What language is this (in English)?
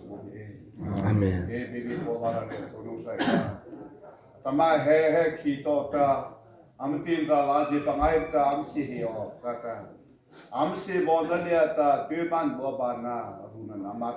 Mara Chin